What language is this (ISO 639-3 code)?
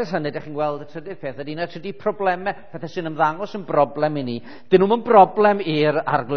cym